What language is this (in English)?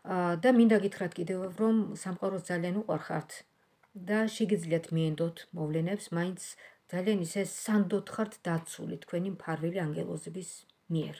Georgian